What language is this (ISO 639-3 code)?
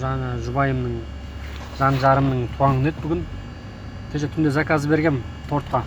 kaz